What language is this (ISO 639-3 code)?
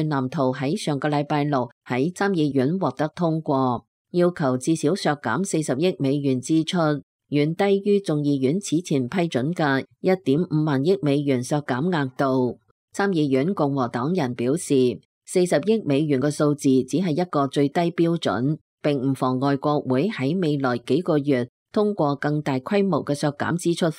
yue